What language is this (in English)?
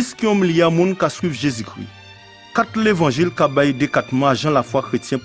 Guadeloupean Creole French